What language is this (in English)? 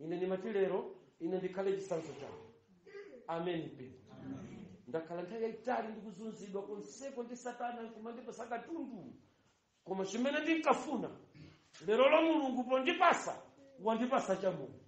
Nyanja